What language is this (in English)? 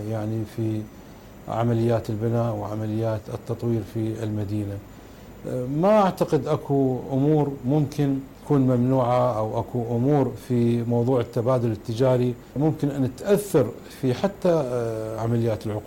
Mesopotamian Arabic